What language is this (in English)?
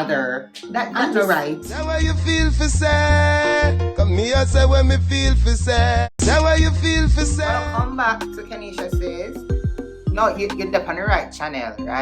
Jamaican Creole English